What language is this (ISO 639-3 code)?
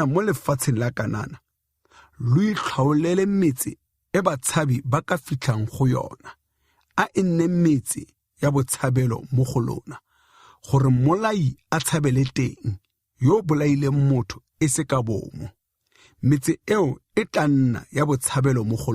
tsn